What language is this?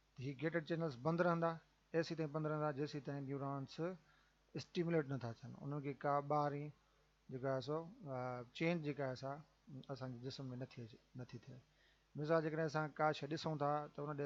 Sindhi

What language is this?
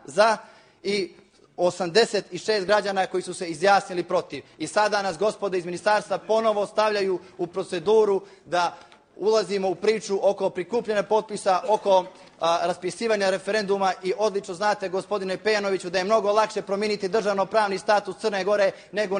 Bosnian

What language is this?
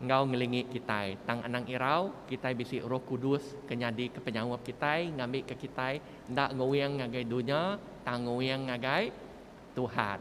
Iban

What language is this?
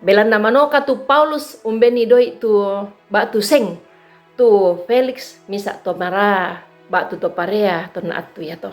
Toraja-Sa'dan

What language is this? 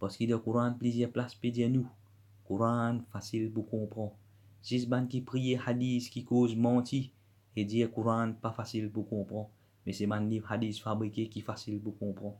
Morisyen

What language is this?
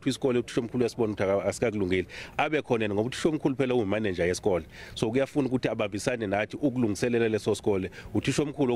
Zulu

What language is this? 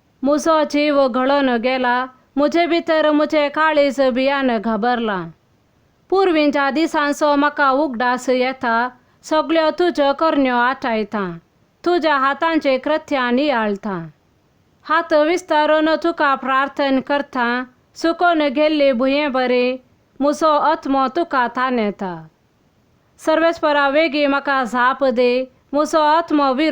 Konkani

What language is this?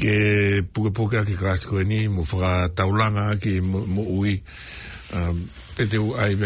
Tongan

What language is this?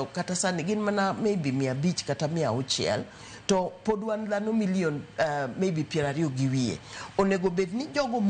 Luo (Kenya and Tanzania)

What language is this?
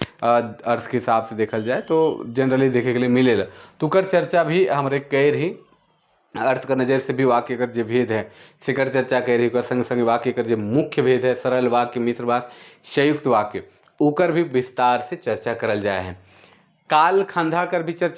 Sadri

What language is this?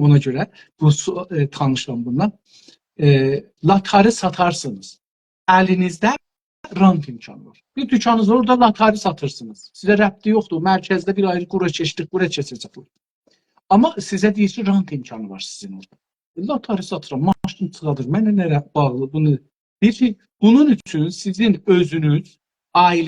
South Azerbaijani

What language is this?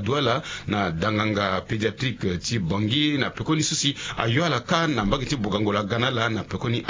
Sango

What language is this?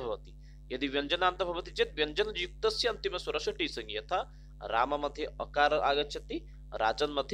Sanskrit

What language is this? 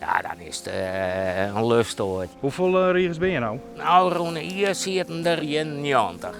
Western Frisian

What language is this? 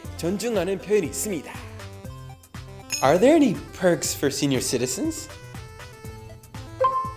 Korean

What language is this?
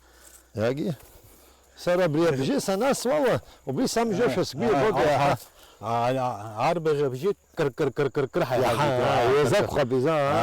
Abkhazian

